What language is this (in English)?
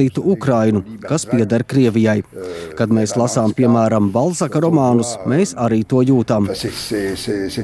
Latvian